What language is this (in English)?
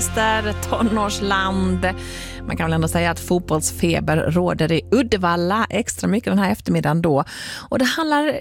Swedish